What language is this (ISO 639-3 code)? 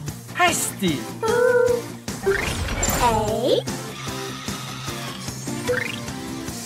est